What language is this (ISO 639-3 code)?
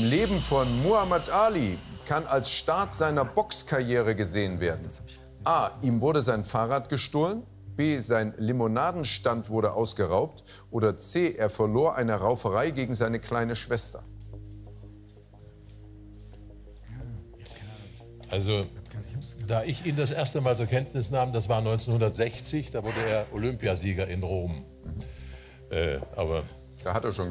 deu